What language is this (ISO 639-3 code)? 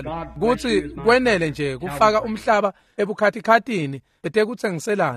ssw